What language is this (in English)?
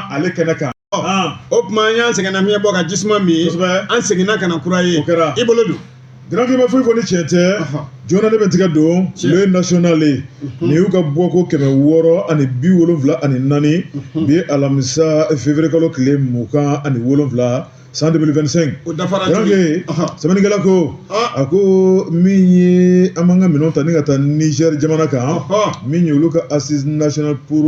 Bambara